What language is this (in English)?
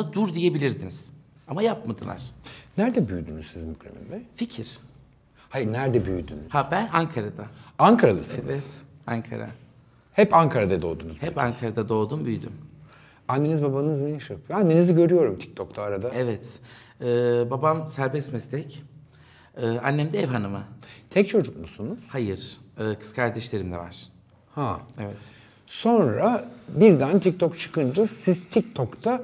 Turkish